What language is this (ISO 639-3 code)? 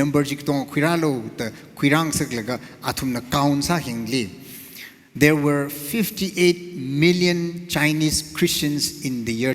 nmf